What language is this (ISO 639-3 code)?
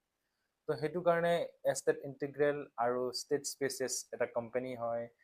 asm